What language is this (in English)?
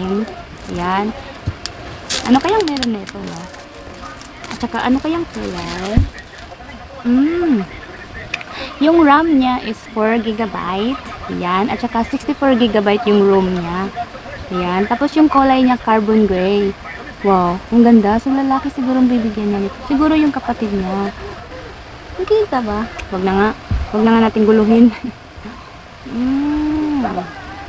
Filipino